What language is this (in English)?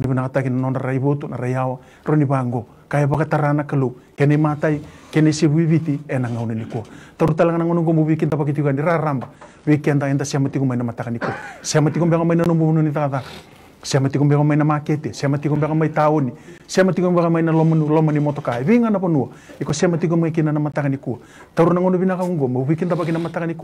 Fijian